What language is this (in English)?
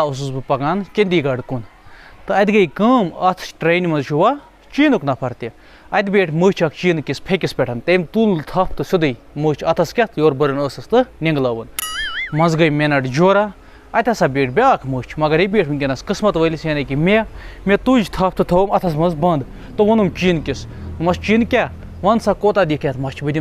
Kashmiri